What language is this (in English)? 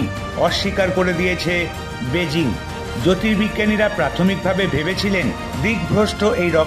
Bangla